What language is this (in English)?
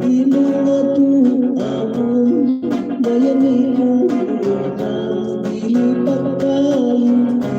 Hiligaynon